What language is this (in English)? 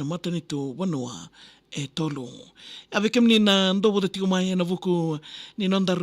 Fijian